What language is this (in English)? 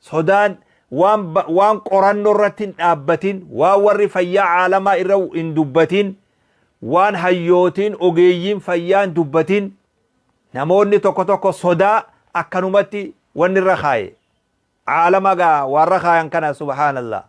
Oromo